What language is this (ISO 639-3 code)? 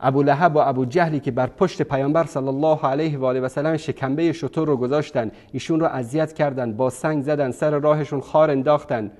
fas